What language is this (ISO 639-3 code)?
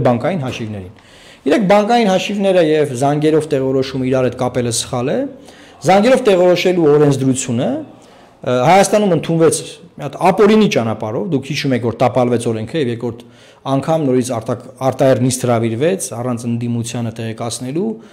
hye